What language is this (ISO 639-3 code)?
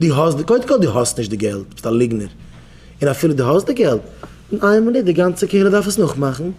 yid